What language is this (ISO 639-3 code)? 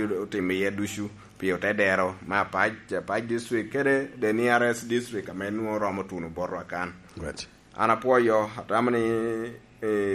laj